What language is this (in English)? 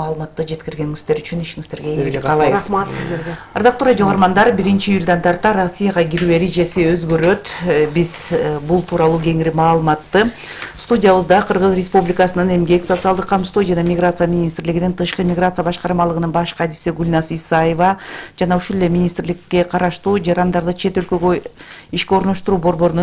Kyrgyz